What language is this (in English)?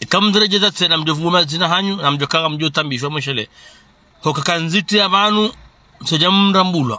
Ngazidja Comorian